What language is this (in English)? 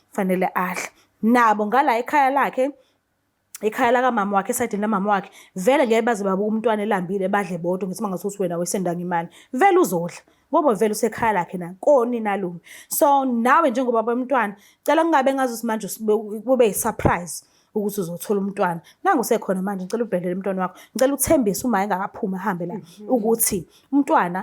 Zulu